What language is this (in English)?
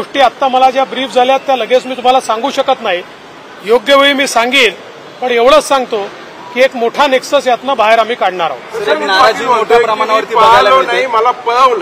Marathi